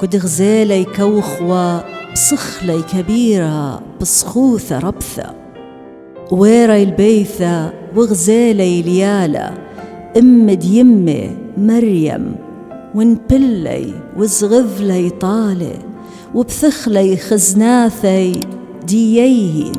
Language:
Assyrian Neo-Aramaic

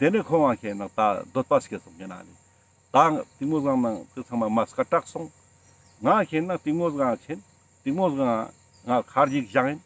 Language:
Ladakhi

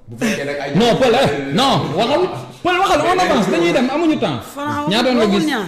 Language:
Wolof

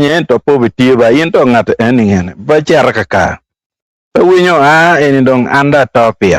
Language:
Acoli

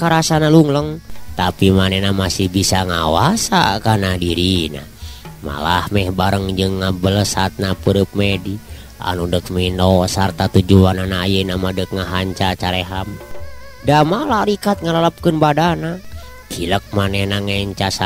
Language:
Sundanese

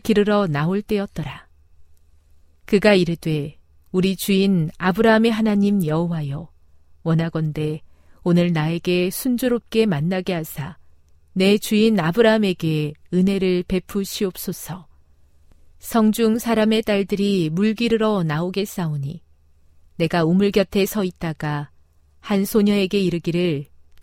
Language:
Korean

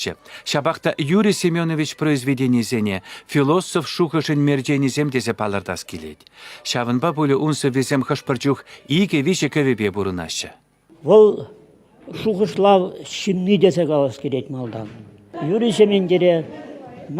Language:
Chuvash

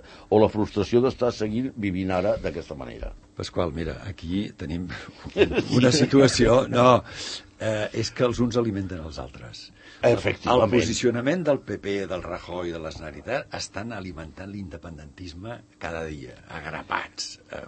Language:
Catalan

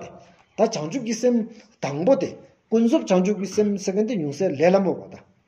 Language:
Stod Bhoti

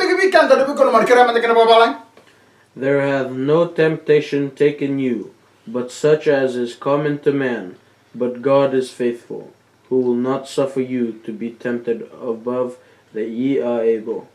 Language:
Fijian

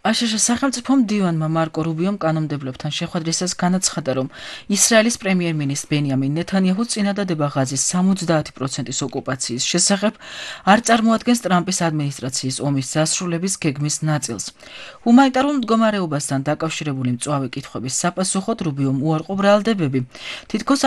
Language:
Georgian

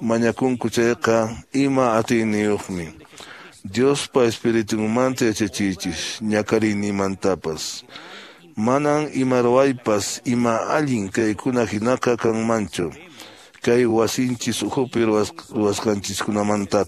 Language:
Quechua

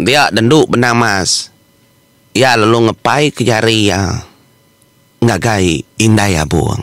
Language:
Iban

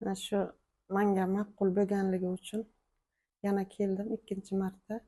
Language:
Uzbek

